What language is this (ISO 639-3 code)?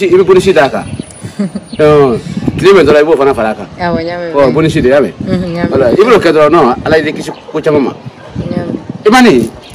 bam